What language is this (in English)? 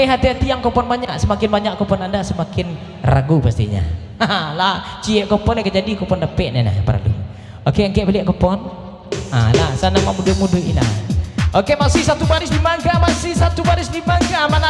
Minangkabau